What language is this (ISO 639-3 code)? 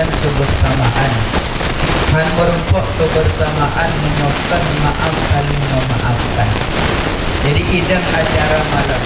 ace